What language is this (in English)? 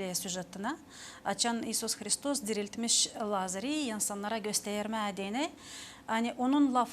Gagauz